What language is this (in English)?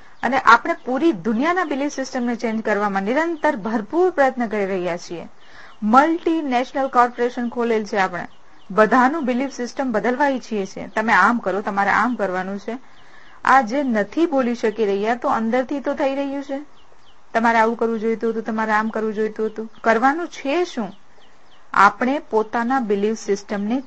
Gujarati